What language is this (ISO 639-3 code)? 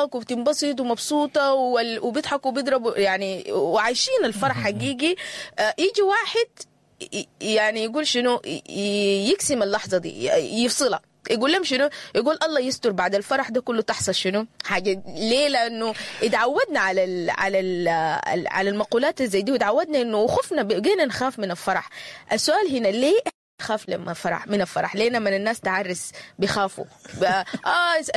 apd